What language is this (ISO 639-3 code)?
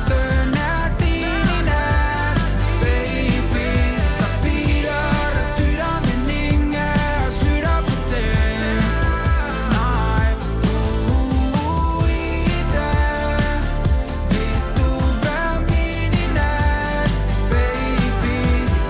dan